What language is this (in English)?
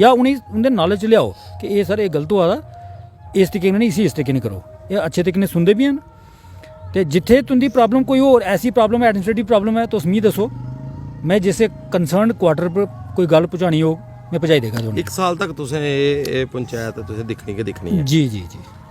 Dogri